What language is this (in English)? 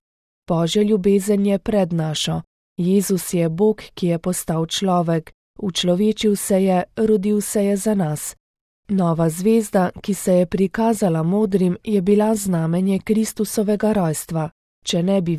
Slovenian